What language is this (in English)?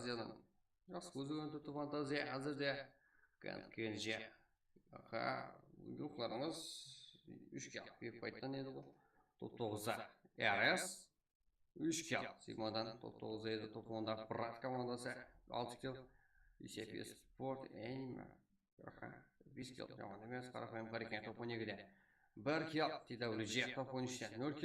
Kara-Kalpak